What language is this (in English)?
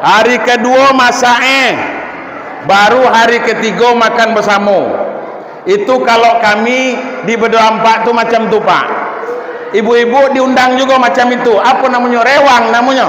Minangkabau